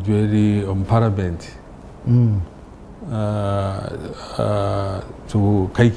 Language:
Nyankole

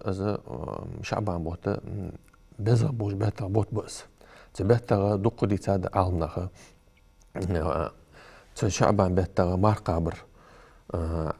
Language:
Ingush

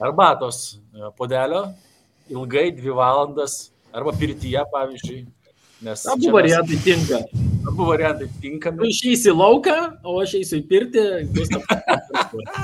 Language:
Lithuanian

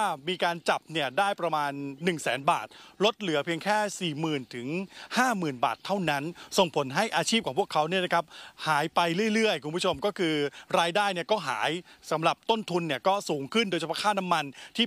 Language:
Thai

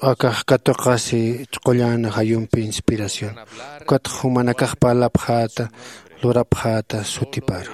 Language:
Aymara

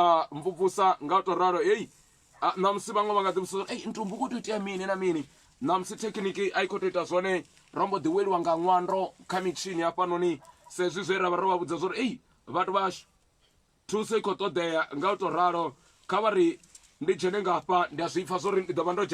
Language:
Venda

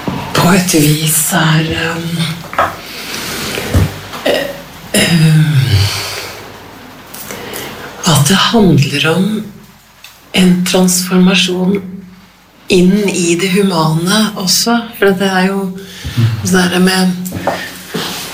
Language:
Norwegian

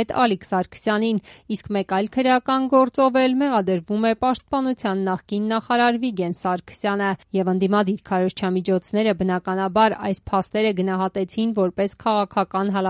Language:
Armenian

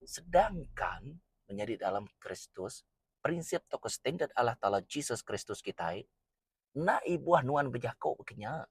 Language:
Iban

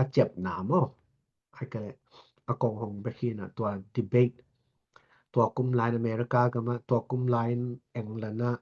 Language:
Tedim Chin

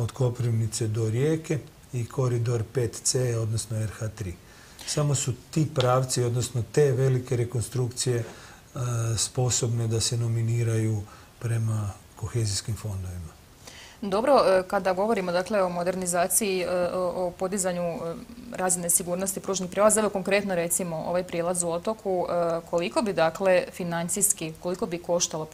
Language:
Croatian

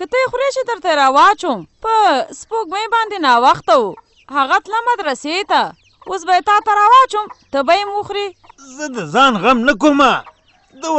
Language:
Pashto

